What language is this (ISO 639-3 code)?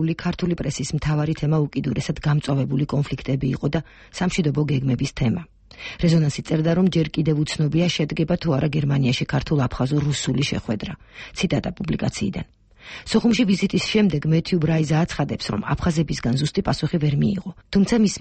kat